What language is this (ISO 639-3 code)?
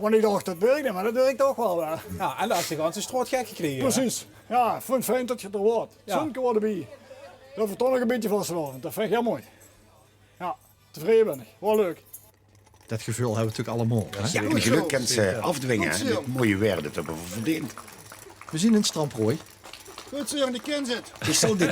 lim